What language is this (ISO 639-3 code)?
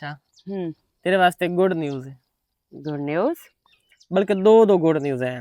lah